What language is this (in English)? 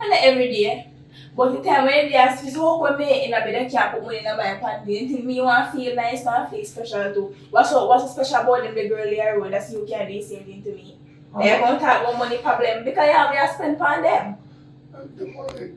Jamaican Creole English